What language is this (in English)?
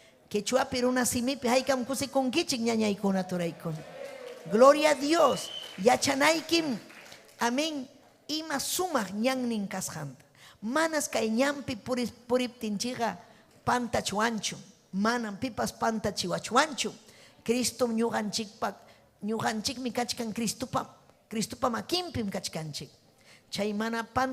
Ayacucho Quechua